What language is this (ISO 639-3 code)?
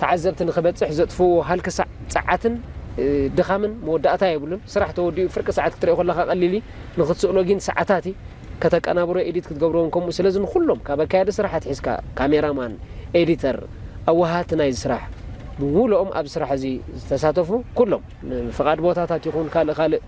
tir